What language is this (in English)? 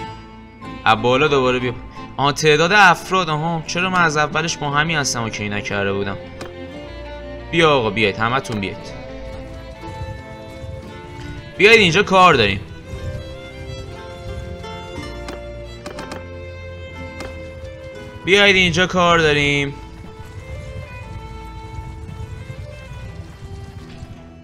Persian